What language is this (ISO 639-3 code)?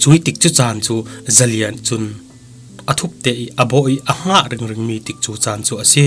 cfm